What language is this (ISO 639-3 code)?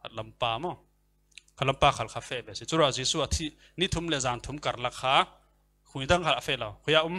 cfm